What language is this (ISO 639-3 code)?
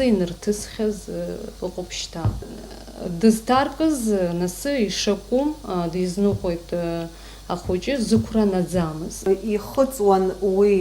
abk